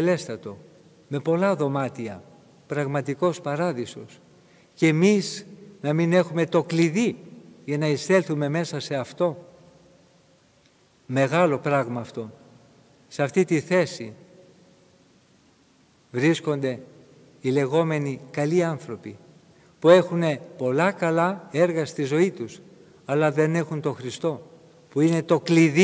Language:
Greek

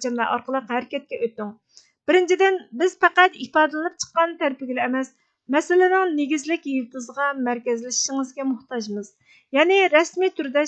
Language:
Uyghur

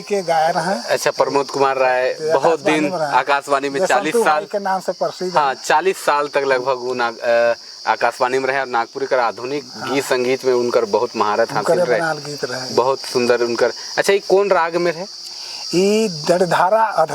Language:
Sadri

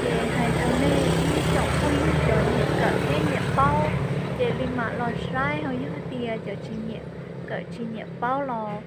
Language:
Hmong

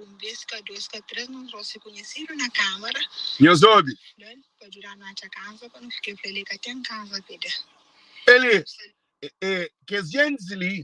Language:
Kabuverdianu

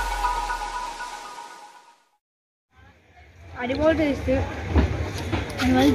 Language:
Malayalam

